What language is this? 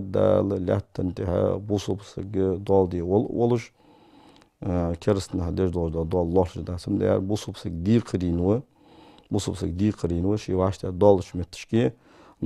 Ingush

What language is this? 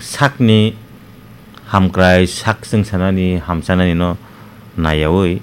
Kok Borok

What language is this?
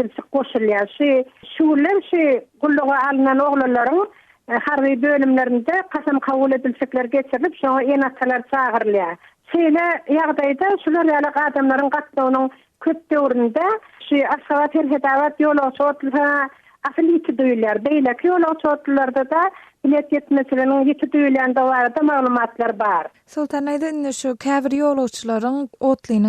Turkmen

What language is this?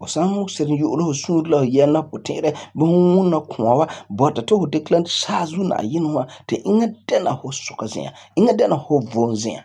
Frafra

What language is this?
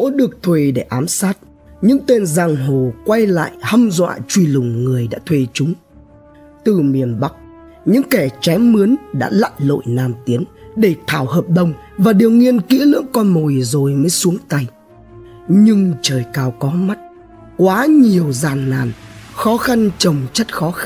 Vietnamese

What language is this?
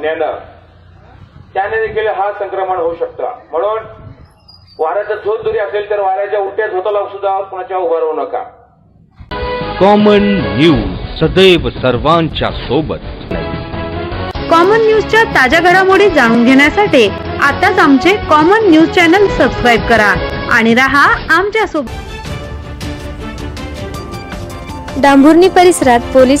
Marathi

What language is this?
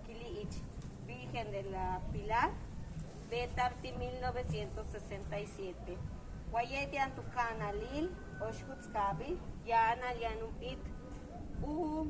Yucateco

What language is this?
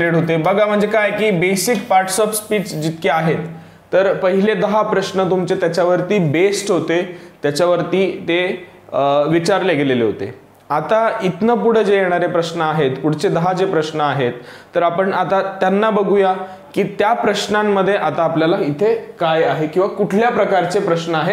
Marathi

